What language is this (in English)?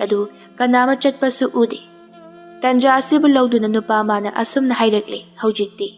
Manipuri